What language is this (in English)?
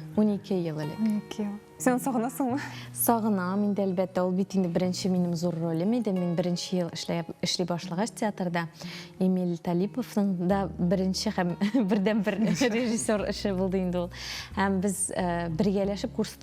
Tatar